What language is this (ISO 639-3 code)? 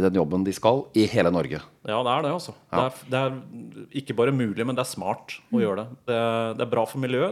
nor